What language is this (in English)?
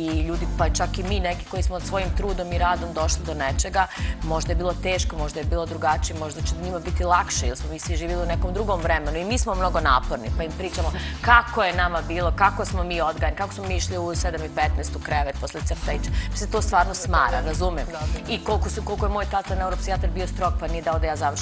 Serbian